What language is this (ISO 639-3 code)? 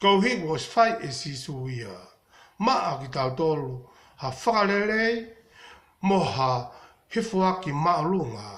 ton